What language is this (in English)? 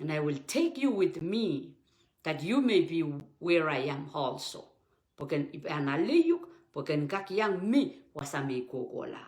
Pohnpeian